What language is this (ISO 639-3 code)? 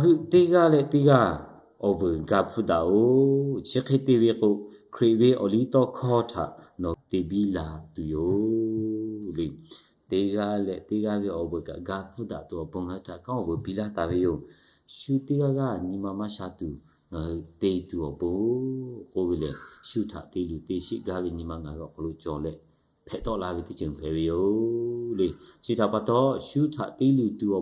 lhu